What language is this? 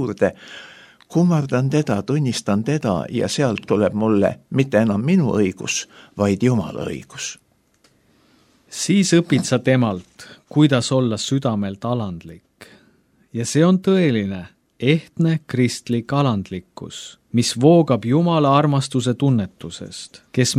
Estonian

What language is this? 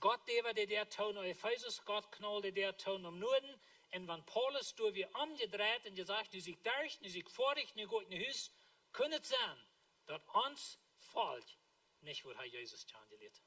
Plautdietsch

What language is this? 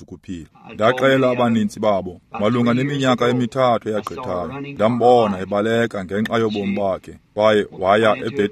Xhosa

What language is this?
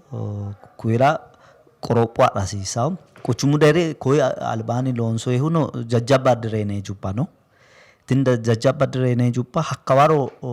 Sidamo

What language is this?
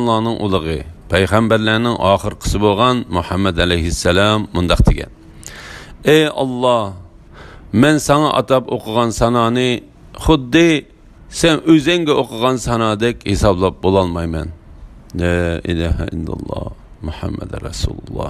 Uyghur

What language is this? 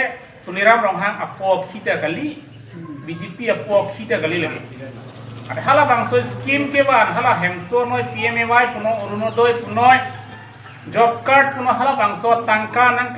Karbi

